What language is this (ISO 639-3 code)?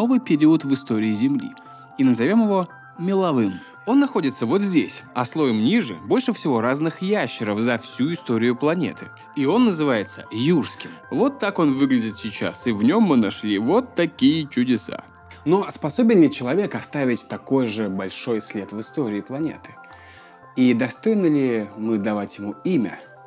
rus